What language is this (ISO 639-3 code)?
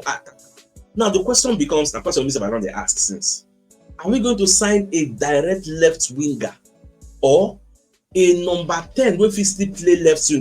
pcm